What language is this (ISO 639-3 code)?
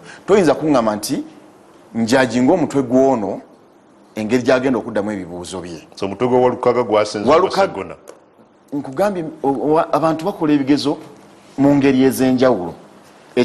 lug